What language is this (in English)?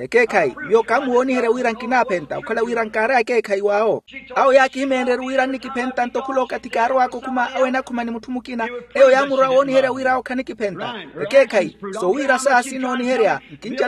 Makhuwa